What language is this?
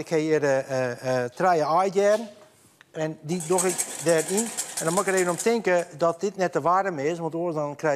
Western Frisian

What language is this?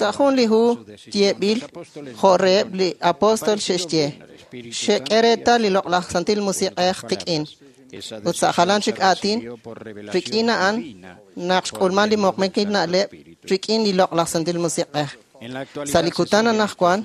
Kekchí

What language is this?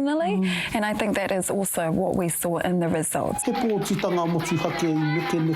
Māori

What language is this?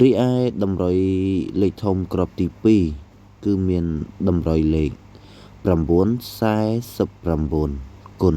Khmer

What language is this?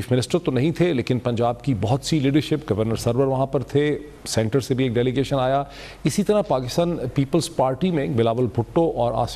Urdu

